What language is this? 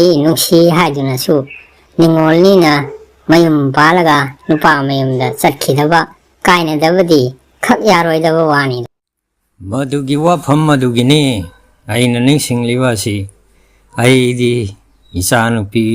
Manipuri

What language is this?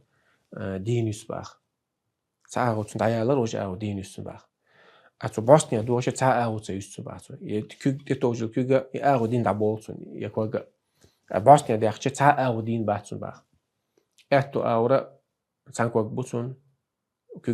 Chechen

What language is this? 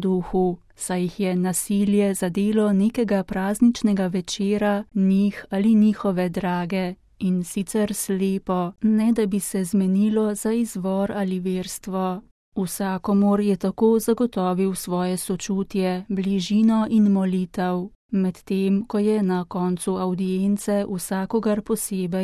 Slovenian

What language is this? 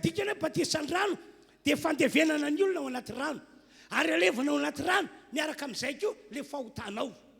Malagasy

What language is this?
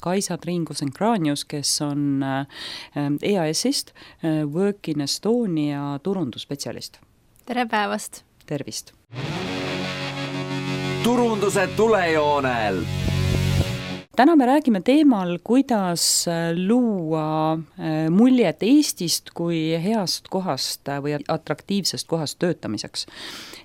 Estonian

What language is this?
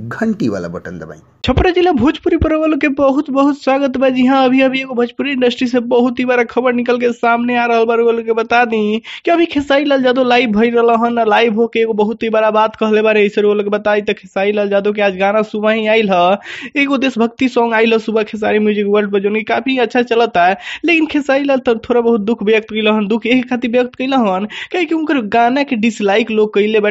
Bhojpuri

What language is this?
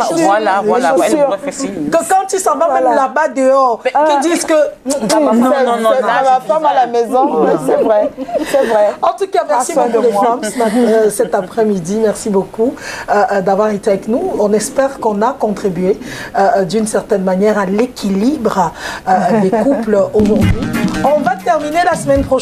French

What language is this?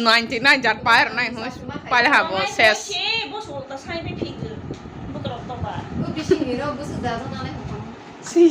Kok Borok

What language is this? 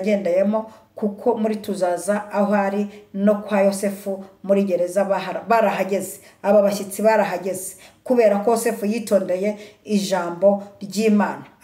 Kinyarwanda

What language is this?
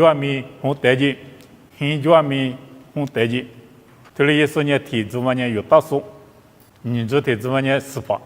Lisu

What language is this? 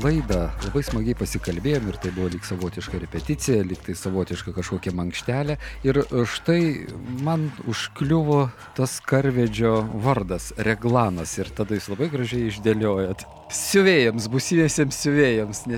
Lithuanian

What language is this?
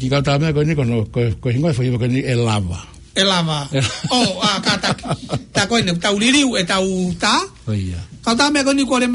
Tongan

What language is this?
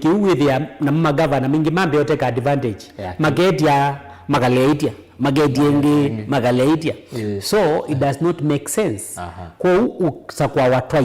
Kamba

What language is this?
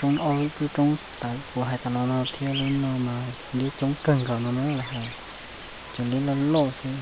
Hmong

